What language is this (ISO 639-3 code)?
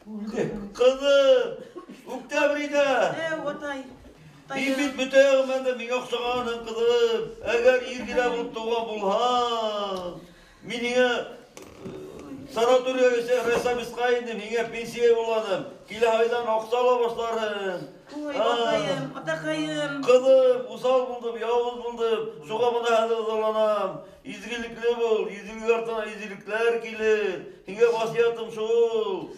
bak